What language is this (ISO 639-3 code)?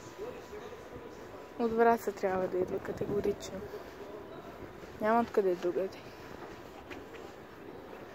bul